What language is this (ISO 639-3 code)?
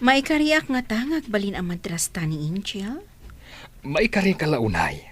ilo